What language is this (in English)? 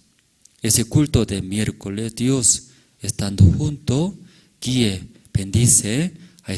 Aymara